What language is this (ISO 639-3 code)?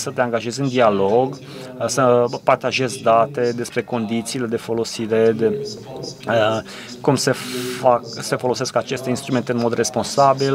ron